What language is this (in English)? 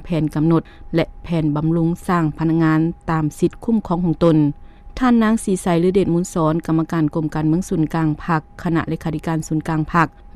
Lao